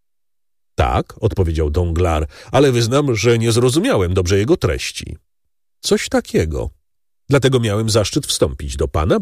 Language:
Polish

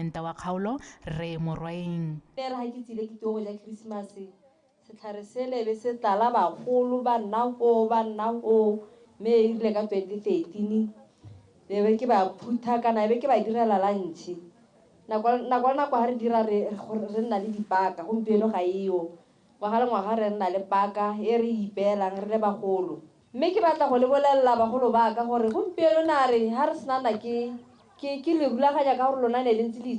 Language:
Tswana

